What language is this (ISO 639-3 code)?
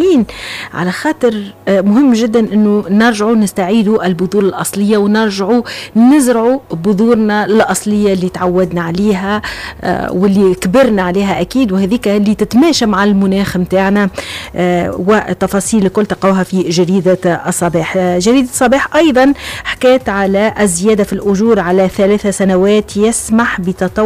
aeb